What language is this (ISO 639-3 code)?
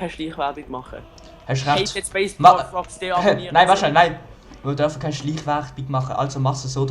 gsw